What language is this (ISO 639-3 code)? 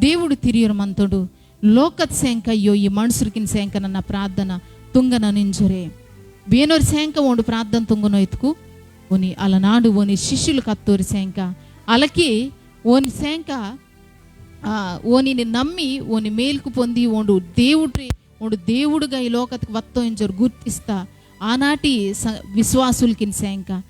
kff